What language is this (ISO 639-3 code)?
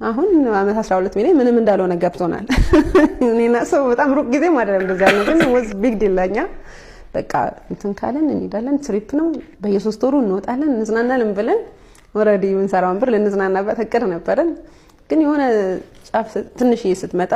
amh